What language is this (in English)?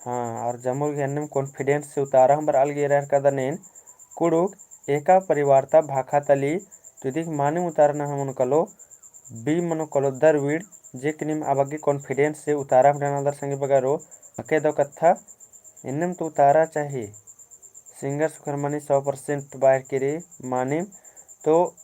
Kurukh